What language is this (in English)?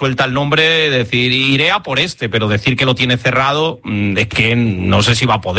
Spanish